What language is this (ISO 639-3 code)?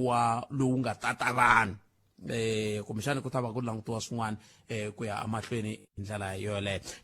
tso